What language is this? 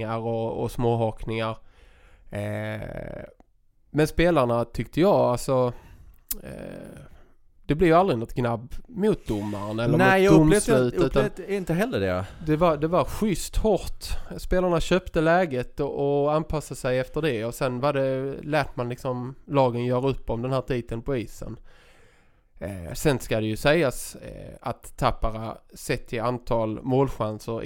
Swedish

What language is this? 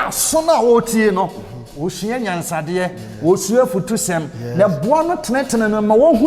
Akan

